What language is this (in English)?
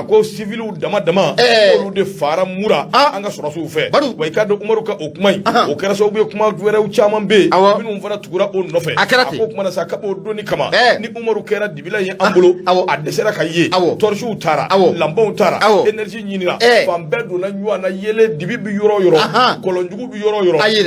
Bambara